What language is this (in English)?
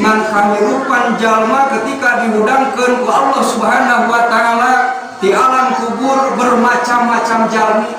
Sundanese